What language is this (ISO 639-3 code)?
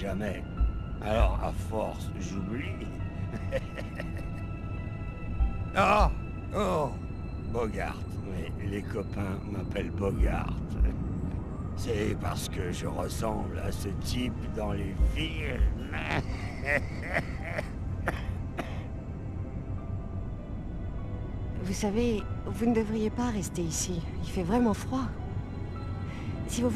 fra